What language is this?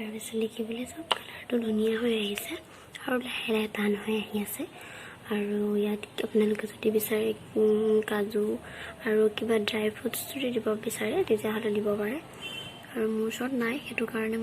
Assamese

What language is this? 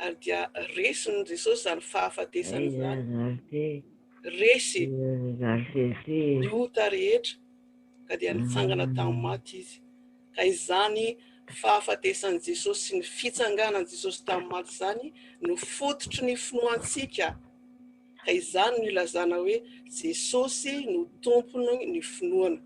Malagasy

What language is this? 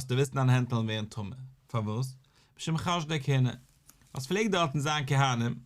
Yiddish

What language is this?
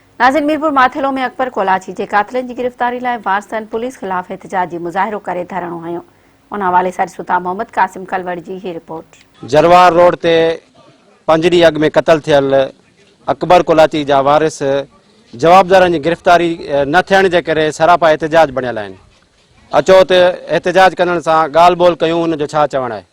Sindhi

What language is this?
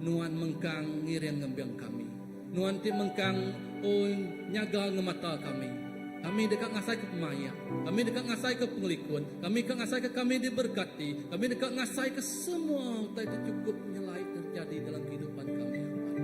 Iban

